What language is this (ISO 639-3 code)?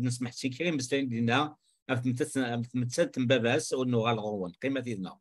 kab